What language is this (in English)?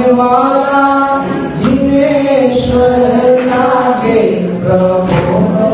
Gujarati